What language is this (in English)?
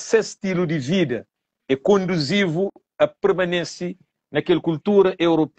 Kabuverdianu